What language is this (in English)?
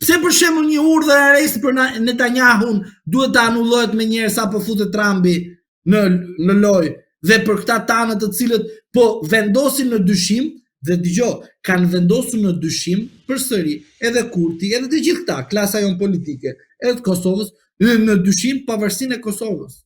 Albanian